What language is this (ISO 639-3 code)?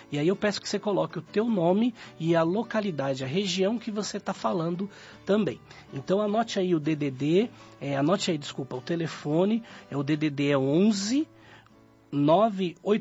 por